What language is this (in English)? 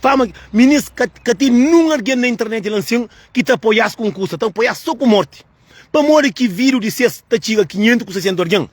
Kabuverdianu